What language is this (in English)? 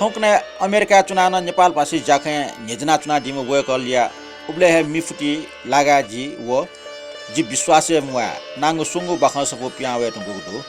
Newari